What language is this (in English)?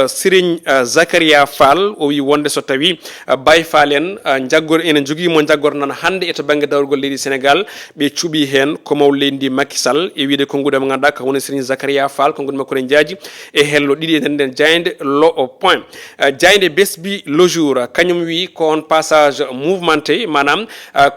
Fula